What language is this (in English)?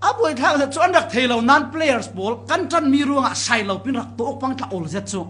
Falam Chin